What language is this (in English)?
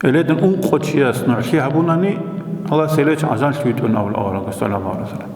Avaric